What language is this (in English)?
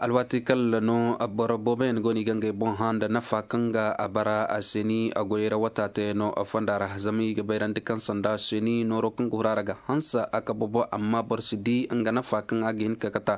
Koyraboro Senni